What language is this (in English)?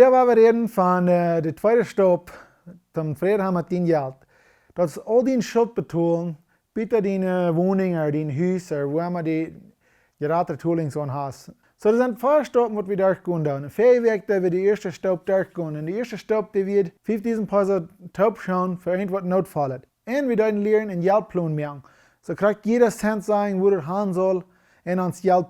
Plautdietsch